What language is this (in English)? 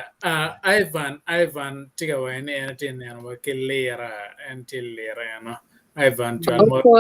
Acoli